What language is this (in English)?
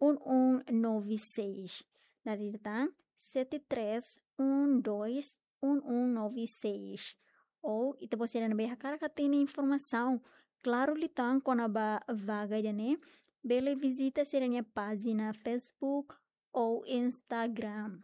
Tetum